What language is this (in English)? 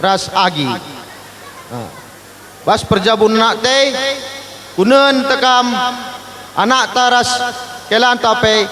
Batak Karo